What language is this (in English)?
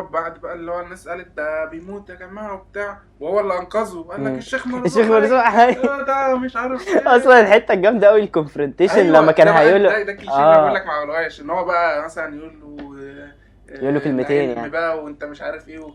Egyptian Arabic